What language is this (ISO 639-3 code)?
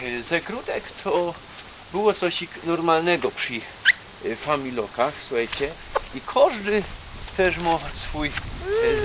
szl